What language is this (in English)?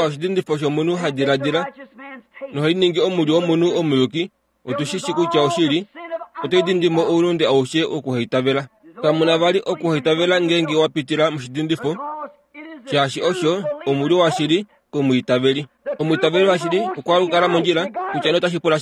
Kuanyama